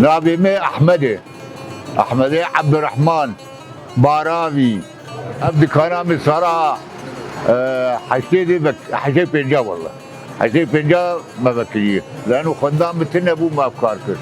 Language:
Kurdish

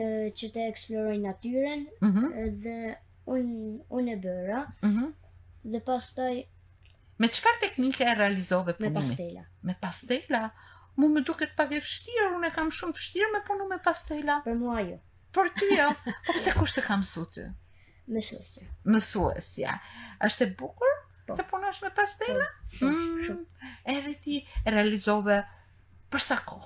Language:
Albanian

